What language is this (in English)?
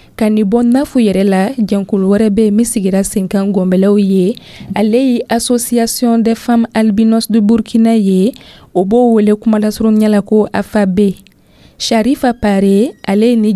Dyula